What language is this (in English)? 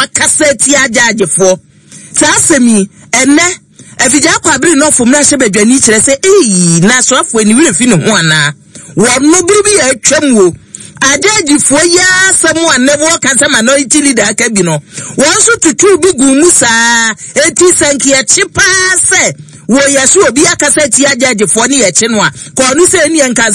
Akan